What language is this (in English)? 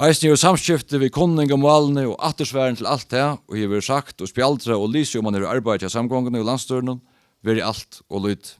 Faroese